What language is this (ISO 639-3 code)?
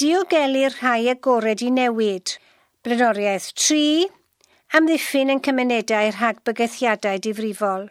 cym